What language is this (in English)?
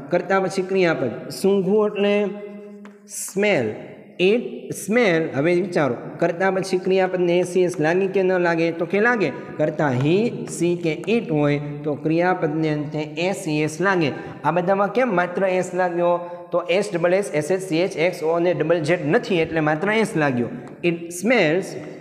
Gujarati